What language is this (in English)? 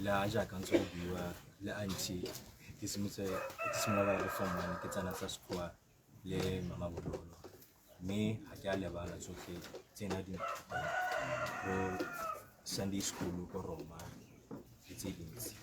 Tswana